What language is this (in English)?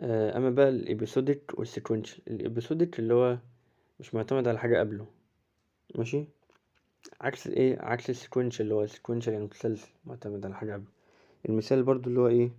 Egyptian Arabic